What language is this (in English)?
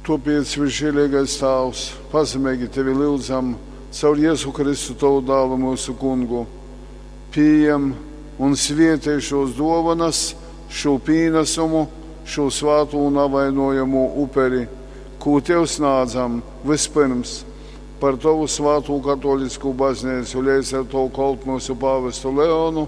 Latgalian